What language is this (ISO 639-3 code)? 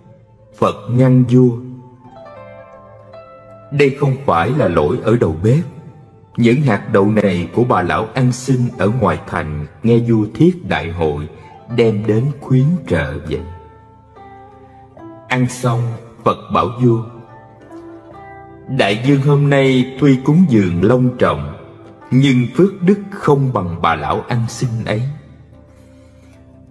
vie